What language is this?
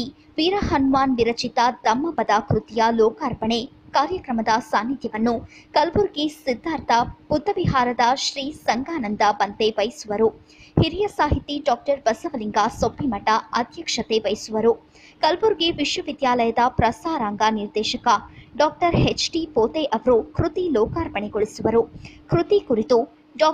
Kannada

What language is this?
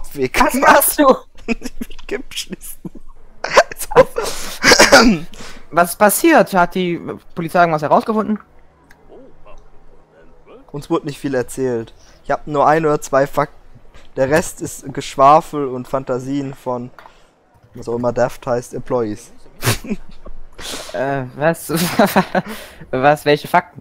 German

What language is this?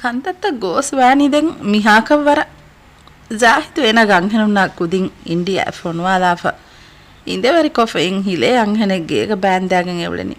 Divehi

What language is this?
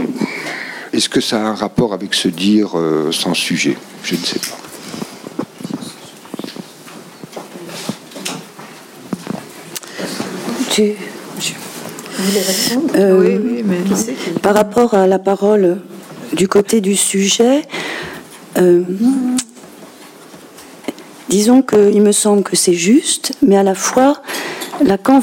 French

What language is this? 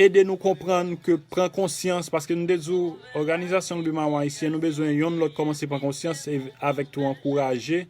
Haitian Creole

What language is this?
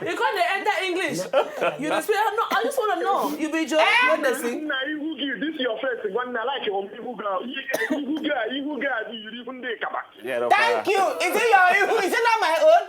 Nigerian Pidgin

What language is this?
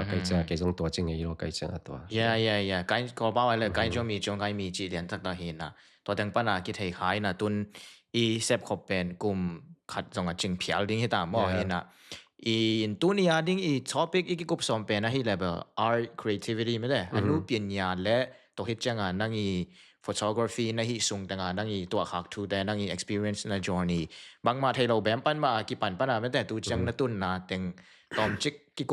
Tedim Chin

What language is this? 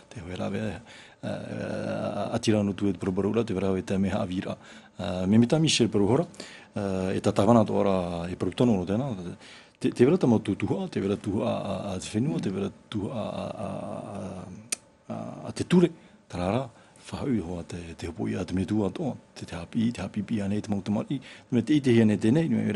Tahitian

